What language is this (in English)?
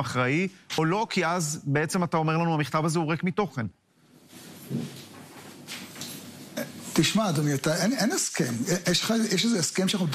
Hebrew